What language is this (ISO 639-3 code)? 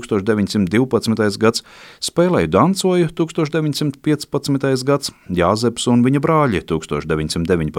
lav